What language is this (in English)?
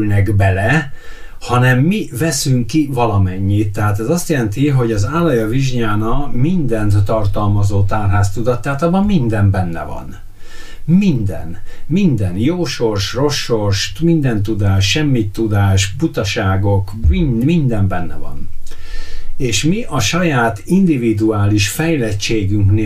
Hungarian